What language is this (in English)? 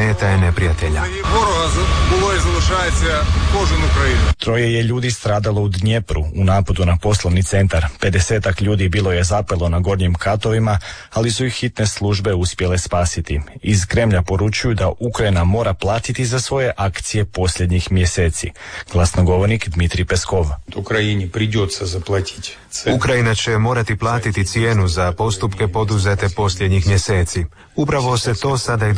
Croatian